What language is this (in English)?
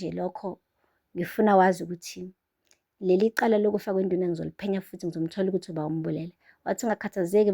Zulu